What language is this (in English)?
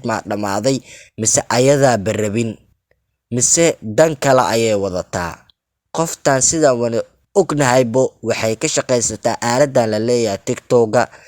Somali